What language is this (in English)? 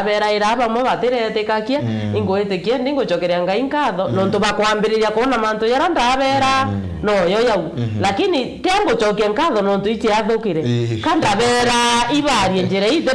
Meru